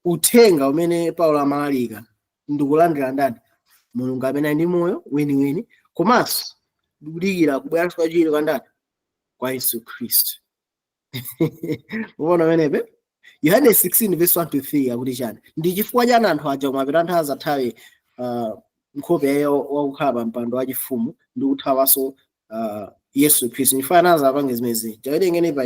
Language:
Nyanja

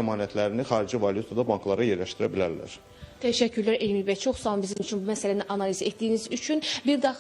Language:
Azerbaijani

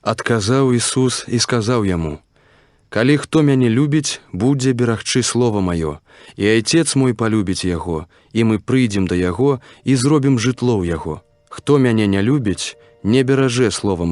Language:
Belarusian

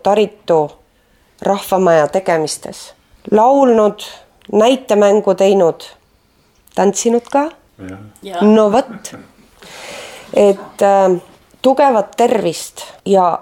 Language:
Estonian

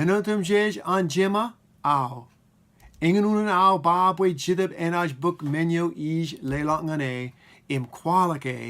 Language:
Marshallese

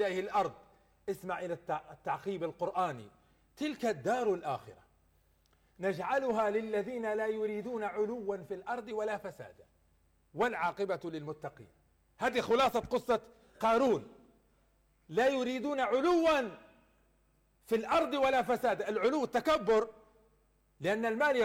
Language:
Arabic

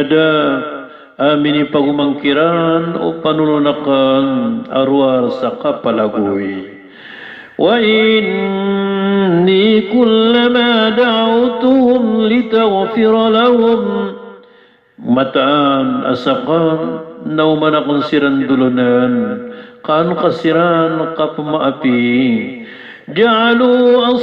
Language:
Maranao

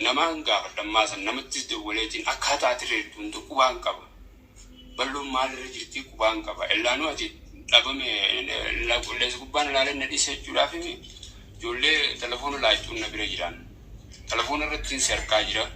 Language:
Oromo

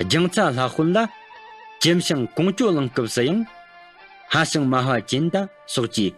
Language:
Tibetan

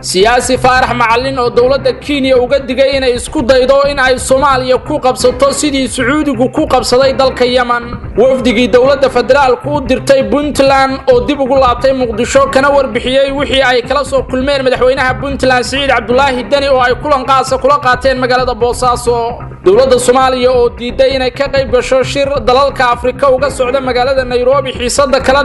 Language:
Somali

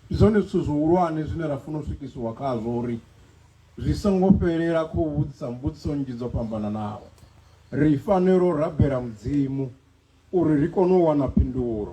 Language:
Venda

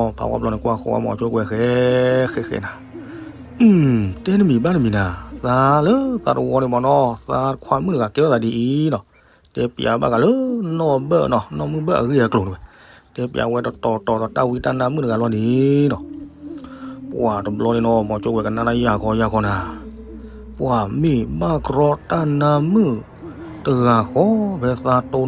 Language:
S'gaw Karen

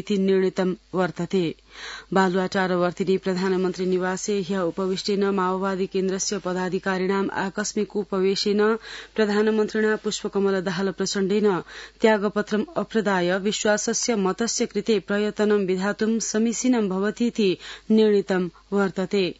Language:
Sanskrit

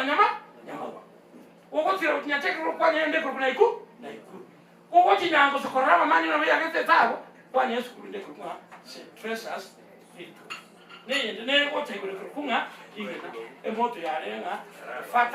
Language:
Gusii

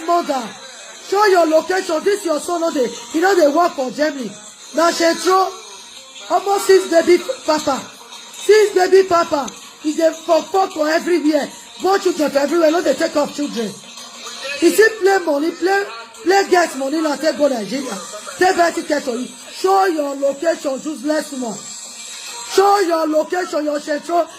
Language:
Nigerian Pidgin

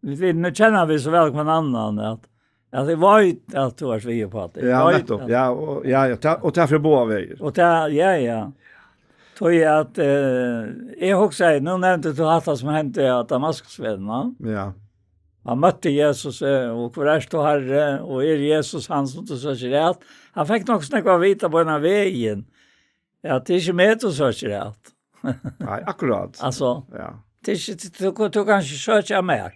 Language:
Faroese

